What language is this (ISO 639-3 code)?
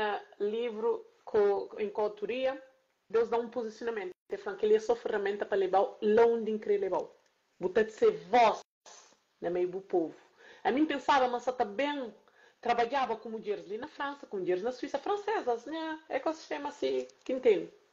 kea